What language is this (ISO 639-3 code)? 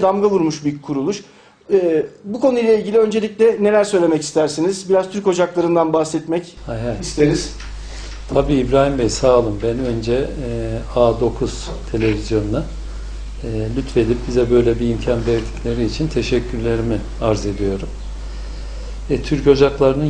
tur